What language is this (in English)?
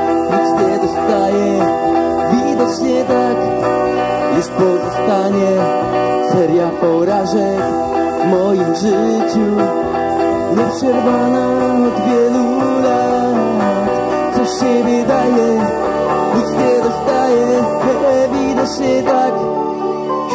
Polish